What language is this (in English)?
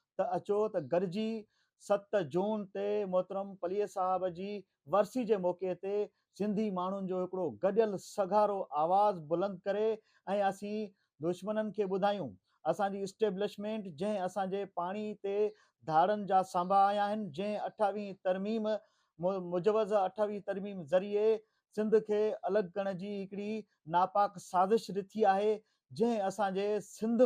Sindhi